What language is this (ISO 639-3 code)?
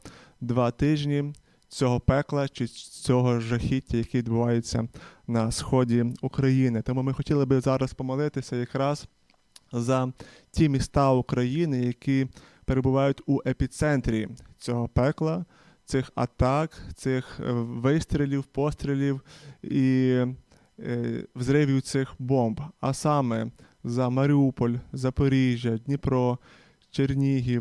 ukr